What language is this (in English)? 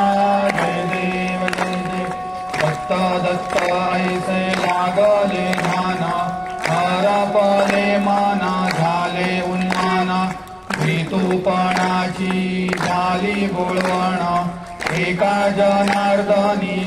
Marathi